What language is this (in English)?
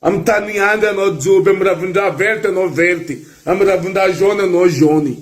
Malagasy